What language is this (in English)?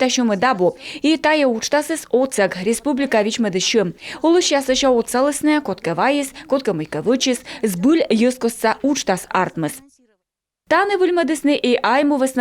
Komi